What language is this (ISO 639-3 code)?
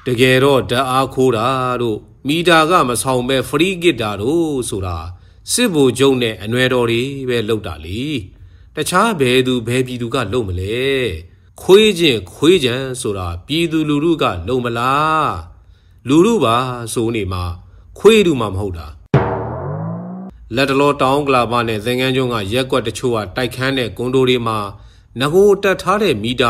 mya